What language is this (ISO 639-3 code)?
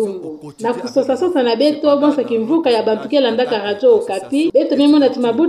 ktu